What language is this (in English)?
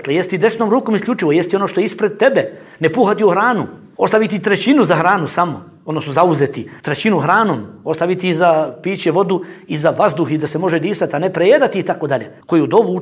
Bosnian